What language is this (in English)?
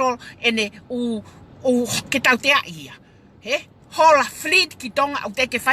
Tongan